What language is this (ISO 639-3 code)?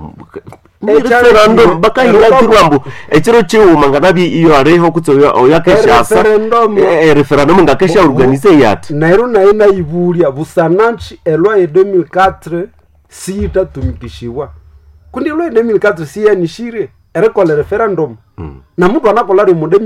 nnb